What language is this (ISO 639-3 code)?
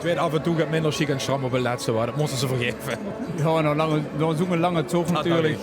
lim